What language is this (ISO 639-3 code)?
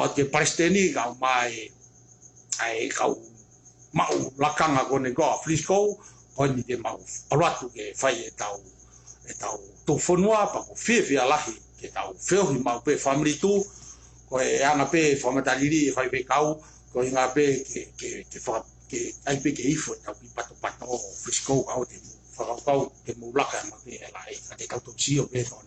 ton